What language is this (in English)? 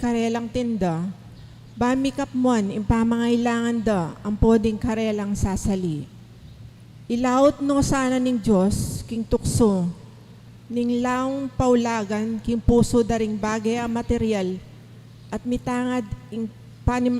Pampanga